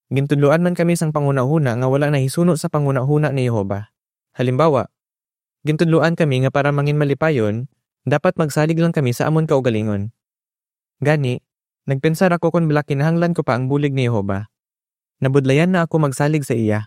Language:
Hiligaynon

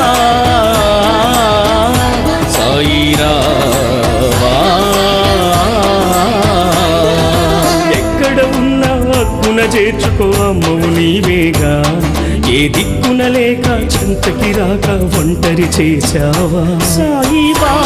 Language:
Telugu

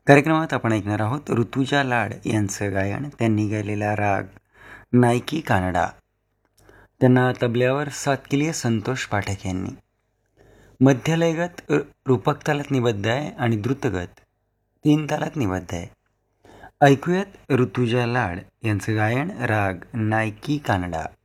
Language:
Marathi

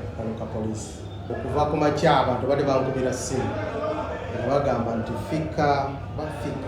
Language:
Ganda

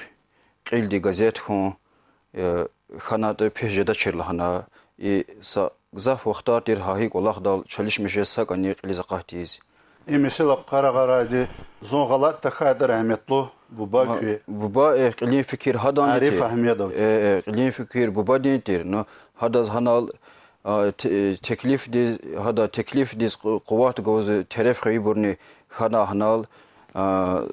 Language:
Lezghian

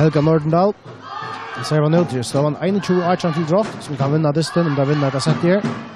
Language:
Faroese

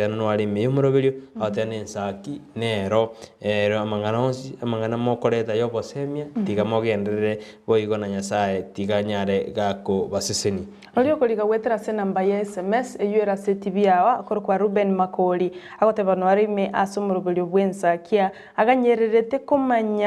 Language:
Gusii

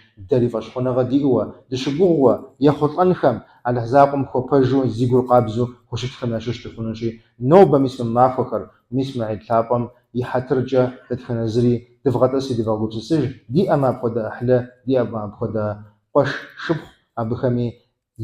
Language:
Kabardian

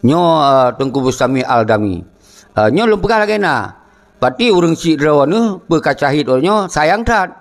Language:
Achinese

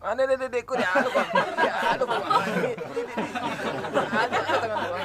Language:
Minangkabau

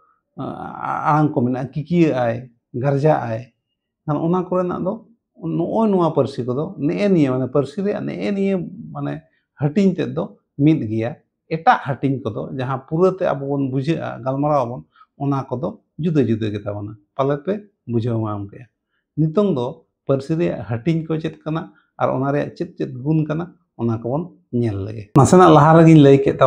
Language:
Santali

